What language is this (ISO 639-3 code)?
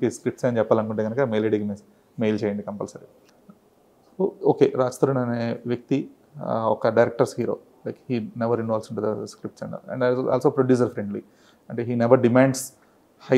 tel